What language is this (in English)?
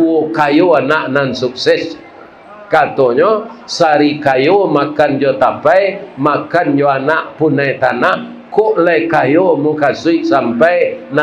Minangkabau